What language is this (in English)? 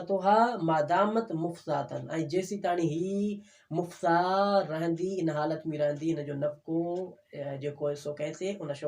Sindhi